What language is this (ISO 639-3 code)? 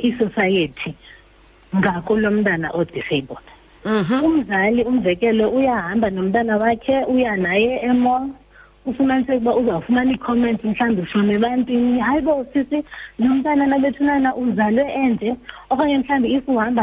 xho